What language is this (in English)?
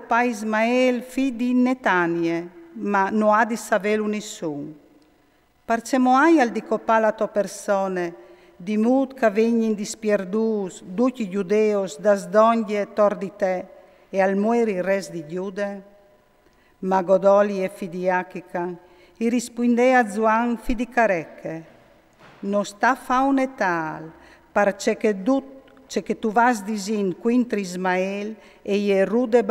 Friulian